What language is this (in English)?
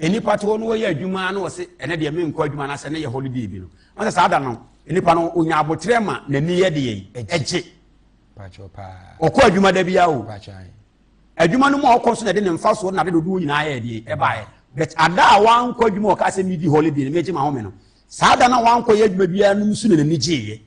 Akan